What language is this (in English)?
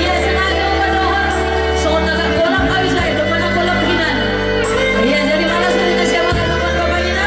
Batak Simalungun